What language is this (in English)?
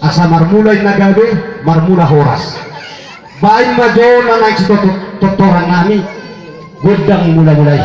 Batak Toba